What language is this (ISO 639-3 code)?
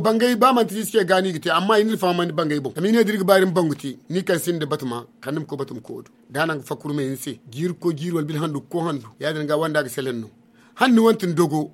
dje